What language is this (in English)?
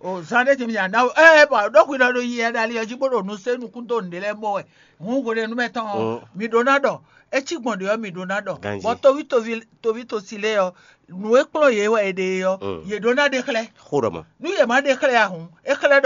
Fon